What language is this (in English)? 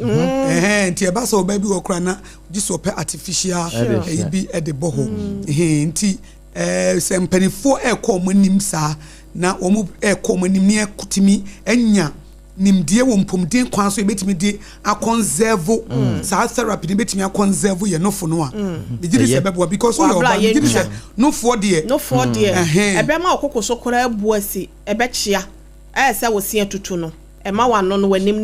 Akan